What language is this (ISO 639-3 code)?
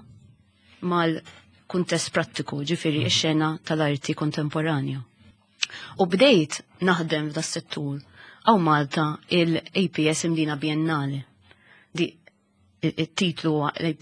mlt